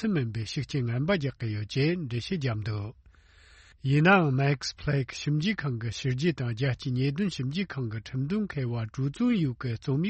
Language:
Tibetan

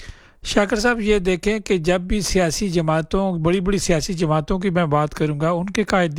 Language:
Urdu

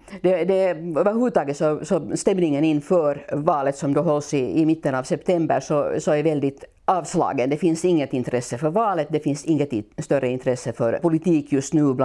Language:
Swedish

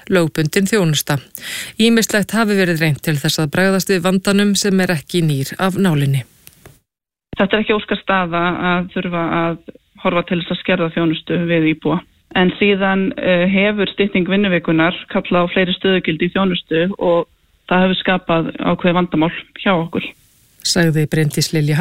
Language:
Icelandic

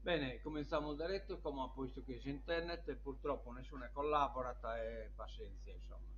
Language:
Sardinian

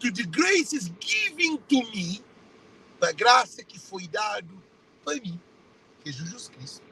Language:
Kabuverdianu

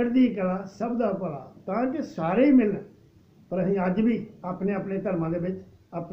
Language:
Punjabi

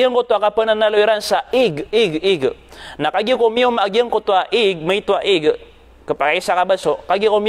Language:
Maranao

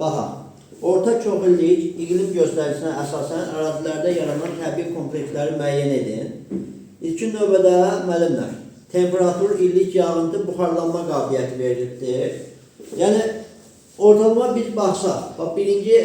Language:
Azerbaijani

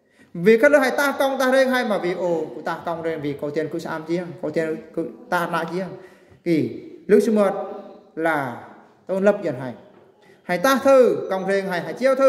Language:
Eastern Bru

